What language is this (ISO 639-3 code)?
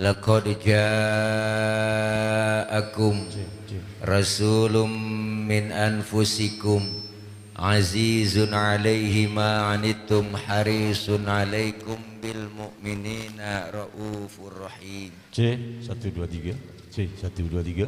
bew